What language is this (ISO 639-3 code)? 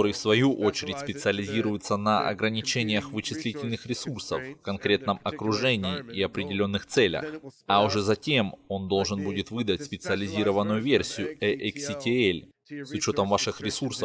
rus